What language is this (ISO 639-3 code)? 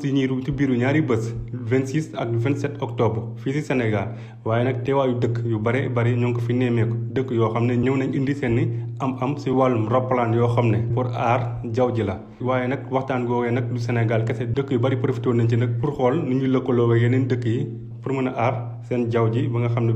wol